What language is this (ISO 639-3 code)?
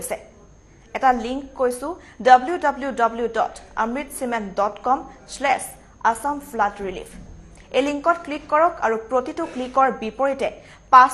asm